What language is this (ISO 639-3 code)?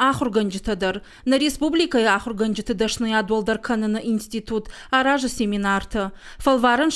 oss